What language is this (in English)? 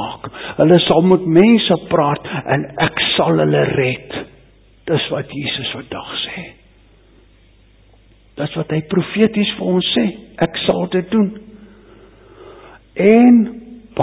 Afrikaans